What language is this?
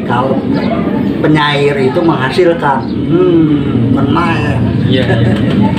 Betawi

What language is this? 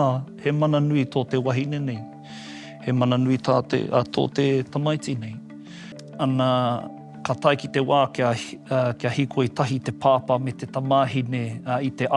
Māori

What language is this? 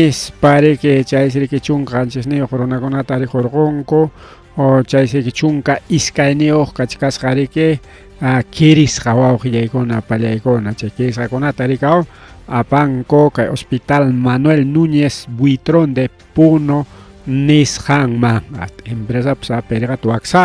Ayacucho Quechua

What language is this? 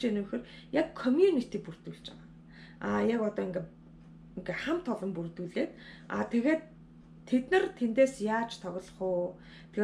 Mongolian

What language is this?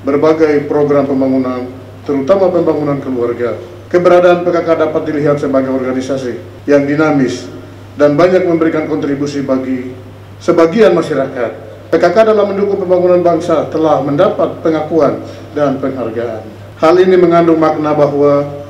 Indonesian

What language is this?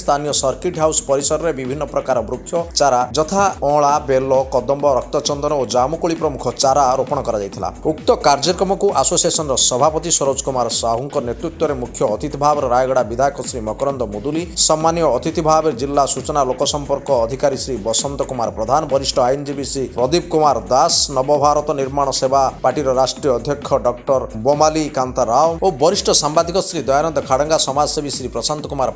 Odia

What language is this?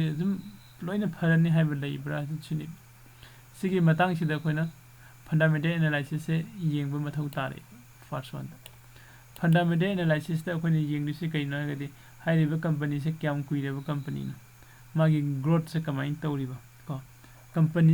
Manipuri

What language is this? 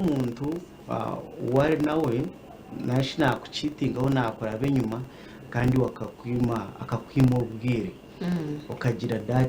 Nyankole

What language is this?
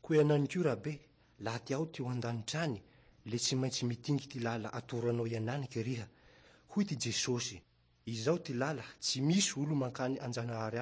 Malagasy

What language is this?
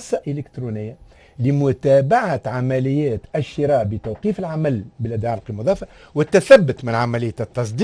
Tunisian Arabic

